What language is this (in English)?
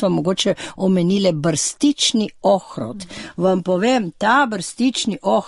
Slovenian